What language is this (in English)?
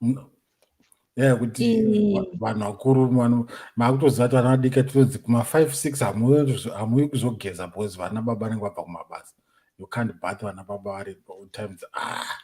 Shona